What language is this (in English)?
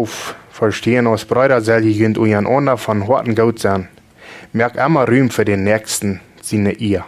Plautdietsch